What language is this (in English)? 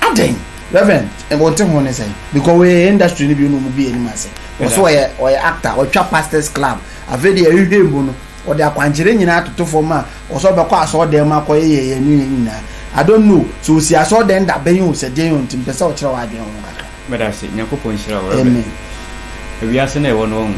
Akan